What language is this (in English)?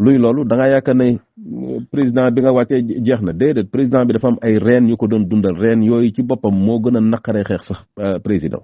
Wolof